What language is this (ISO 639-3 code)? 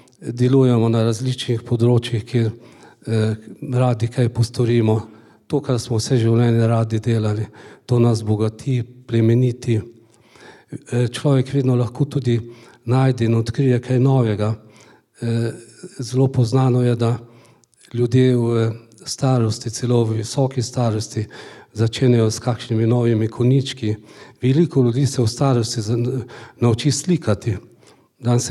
slv